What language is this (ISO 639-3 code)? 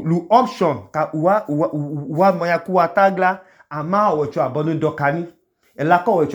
idu